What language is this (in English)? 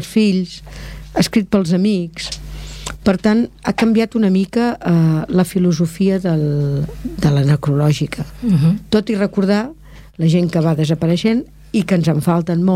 Catalan